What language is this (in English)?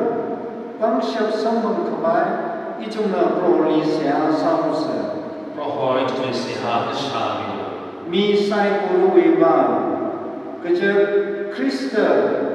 Tangkhul Naga (India)